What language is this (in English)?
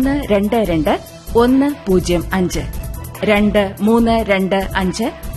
Malayalam